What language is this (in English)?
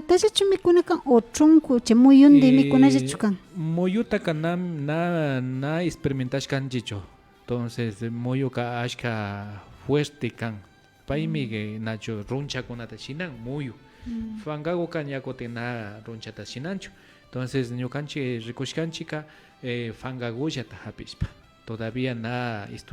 Imbabura Highland Quichua